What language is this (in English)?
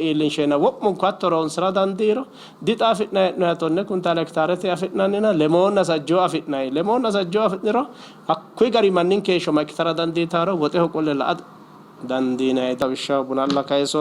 Sidamo